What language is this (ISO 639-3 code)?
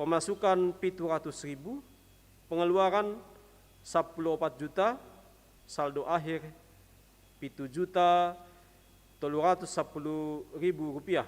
bts